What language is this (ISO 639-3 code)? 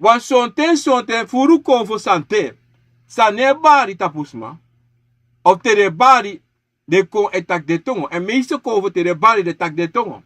srn